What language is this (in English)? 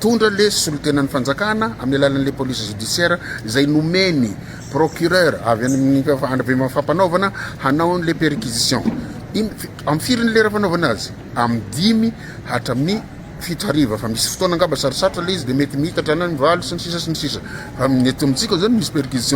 Malagasy